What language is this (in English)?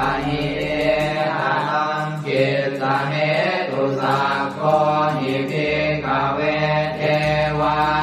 Pali